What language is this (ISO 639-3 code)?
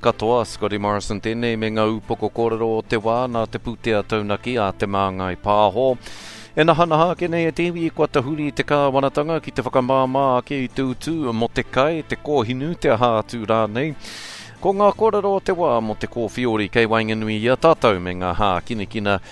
mri